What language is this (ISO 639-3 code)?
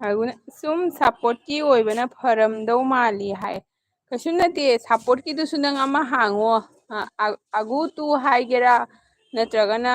mni